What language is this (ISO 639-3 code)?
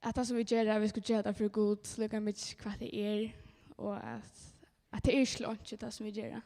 fao